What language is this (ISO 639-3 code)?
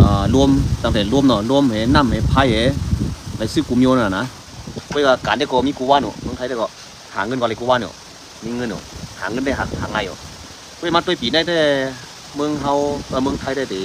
shn